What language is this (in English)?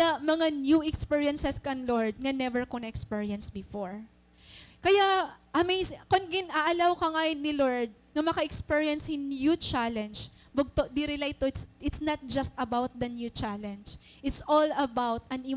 Waray